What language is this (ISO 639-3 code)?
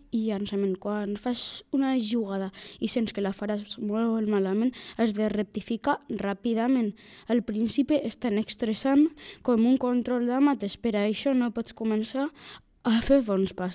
cat